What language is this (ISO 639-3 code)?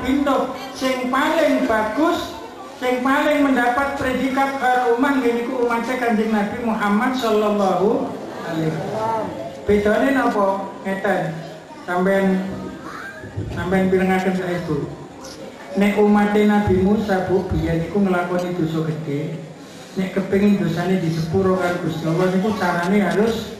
jav